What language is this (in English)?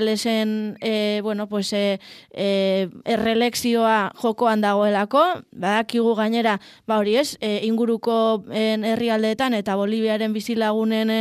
Basque